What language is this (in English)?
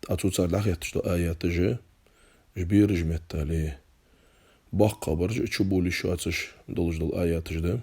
Ingush